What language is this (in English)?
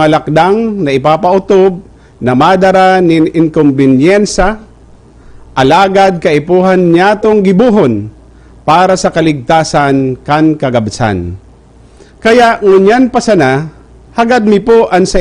Bikol